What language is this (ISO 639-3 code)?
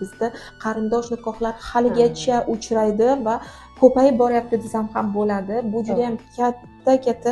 uzb